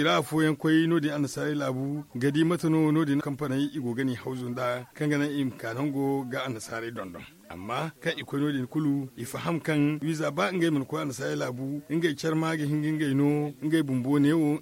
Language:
Zarma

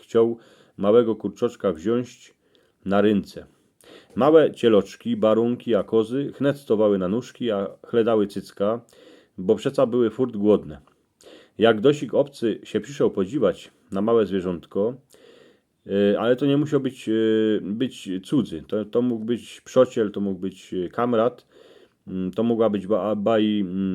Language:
Silesian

